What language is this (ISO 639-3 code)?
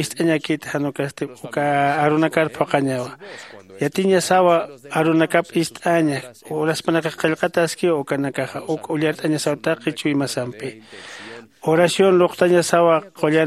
aym